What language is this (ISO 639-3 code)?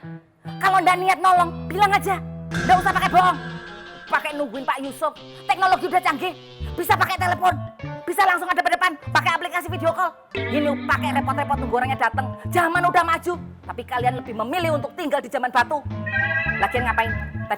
bew